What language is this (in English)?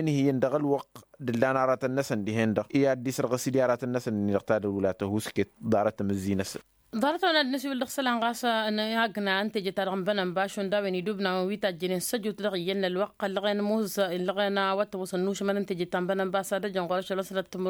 Tamasheq